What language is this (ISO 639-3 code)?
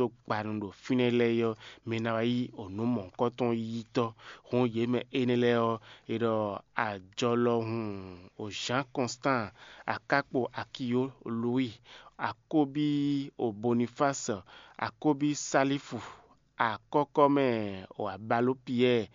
fon